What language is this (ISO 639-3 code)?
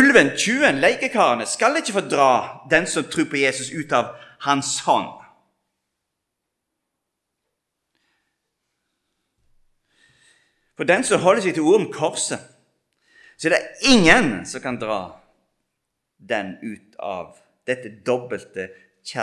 nor